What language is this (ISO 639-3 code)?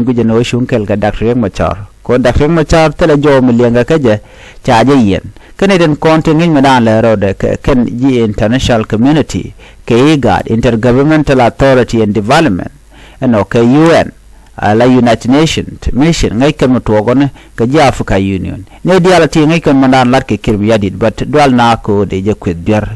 nus